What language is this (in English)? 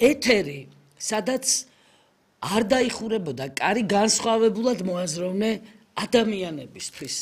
Georgian